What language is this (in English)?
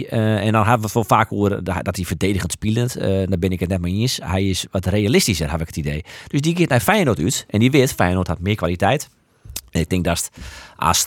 Western Frisian